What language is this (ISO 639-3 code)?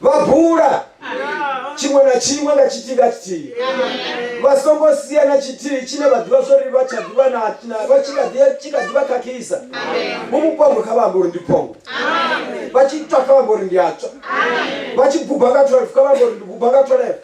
ven